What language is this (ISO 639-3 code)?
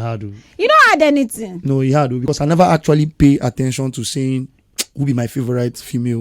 pcm